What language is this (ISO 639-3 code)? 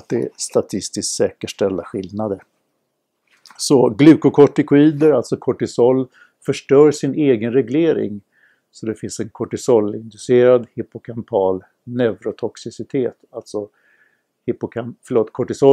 swe